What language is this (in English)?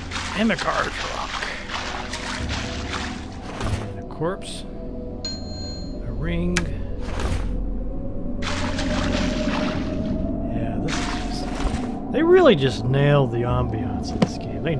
English